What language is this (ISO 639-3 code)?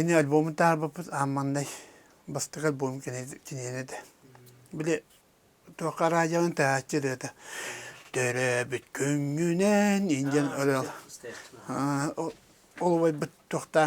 sah